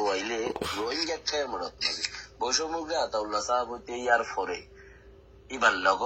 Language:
Rohingya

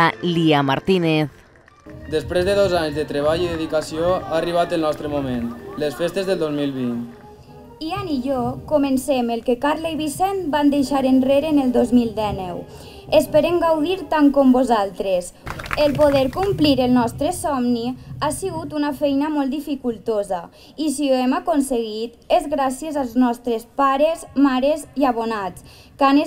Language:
Catalan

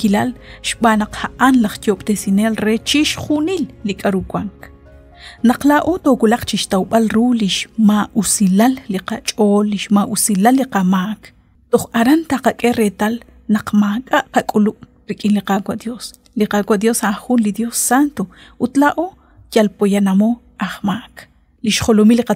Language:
Kekchí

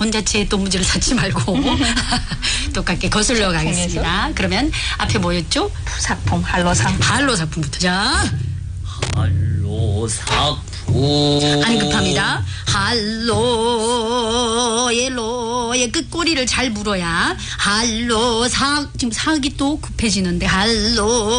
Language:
Korean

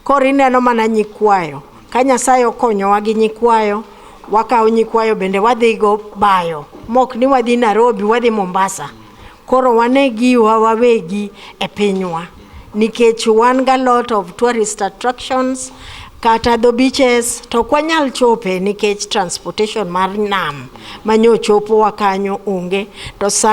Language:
Luo (Kenya and Tanzania)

